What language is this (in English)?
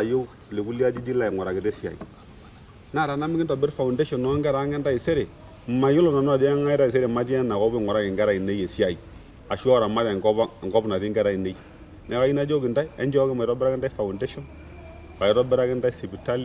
Masai